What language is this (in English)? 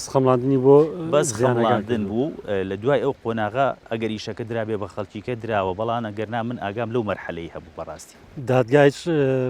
Central Kurdish